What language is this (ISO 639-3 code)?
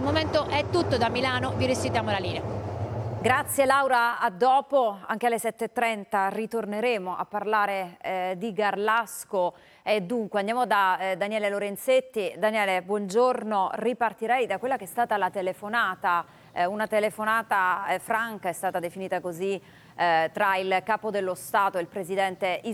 ita